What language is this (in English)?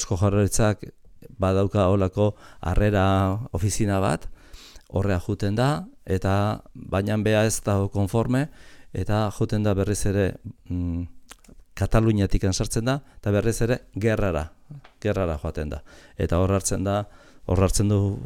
Basque